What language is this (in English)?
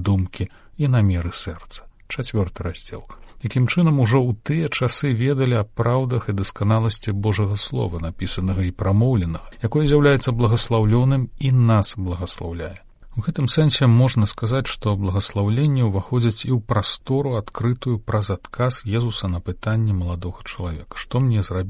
Belarusian